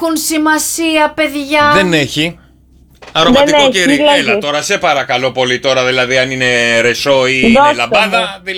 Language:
Greek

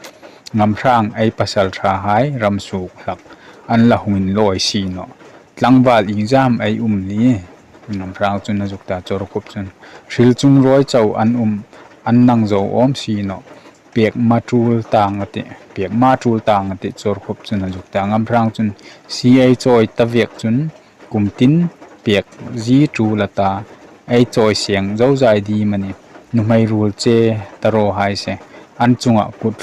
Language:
Hmar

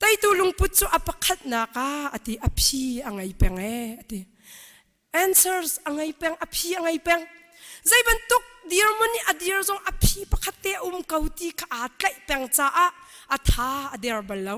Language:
Hakha Chin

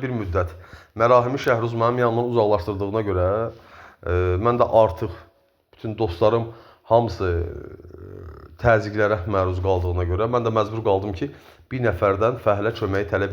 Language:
Azerbaijani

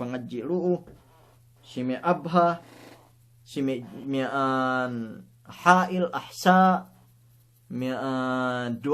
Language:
Yakan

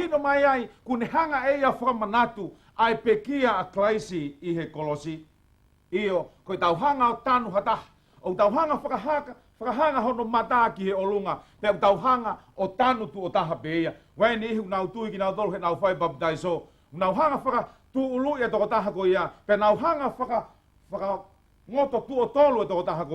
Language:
Tongan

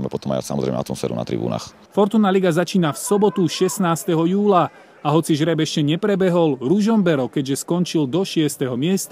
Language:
Slovak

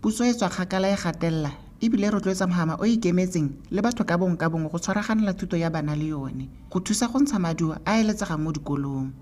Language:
Tswana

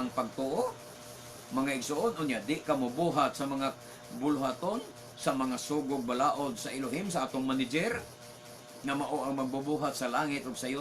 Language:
Cebuano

